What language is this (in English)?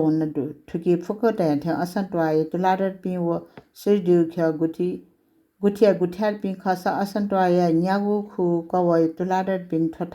Newari